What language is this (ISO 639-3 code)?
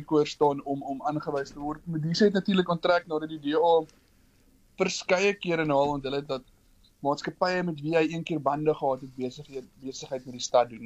afr